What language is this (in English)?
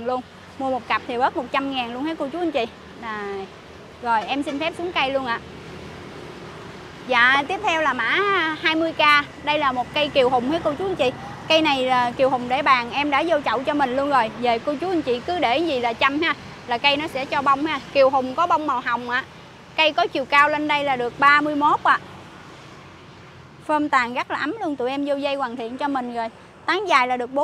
Vietnamese